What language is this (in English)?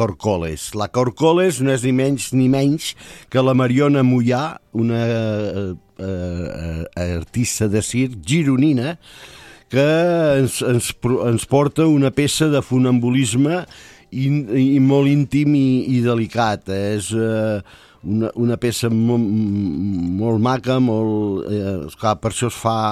Catalan